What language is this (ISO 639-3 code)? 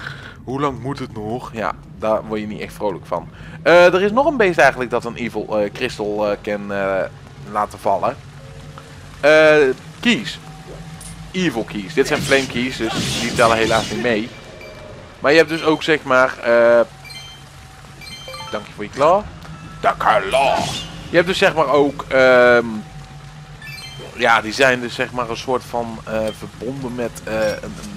nld